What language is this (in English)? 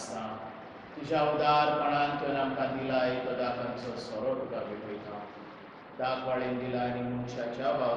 Konkani